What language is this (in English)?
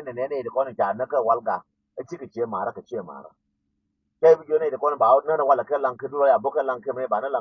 Nuer